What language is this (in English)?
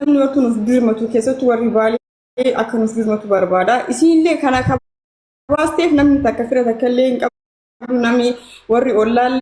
Oromo